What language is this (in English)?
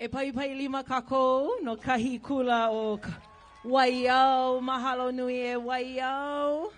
Hawaiian